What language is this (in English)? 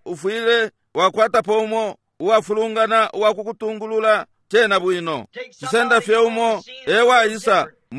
Bemba